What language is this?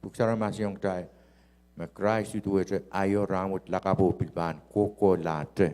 Pohnpeian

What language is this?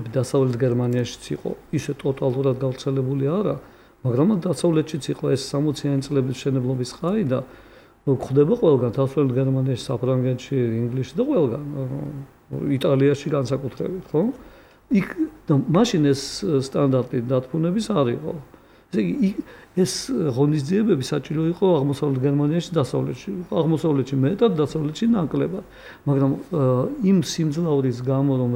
Georgian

